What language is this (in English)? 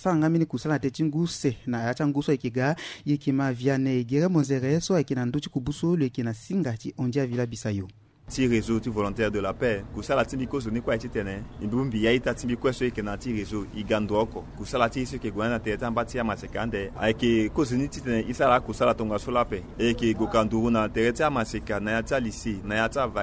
Sango